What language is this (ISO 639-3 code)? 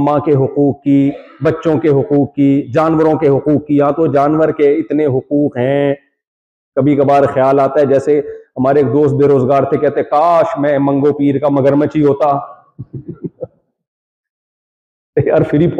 urd